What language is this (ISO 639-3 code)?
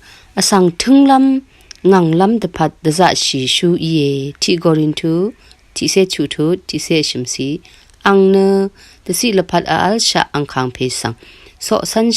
raw